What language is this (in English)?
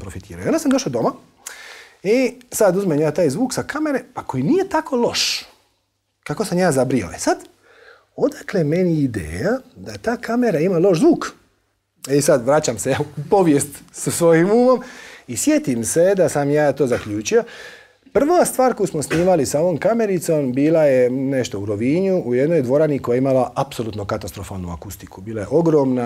Croatian